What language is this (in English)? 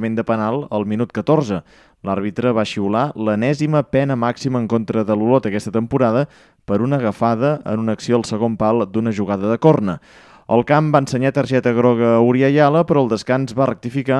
Catalan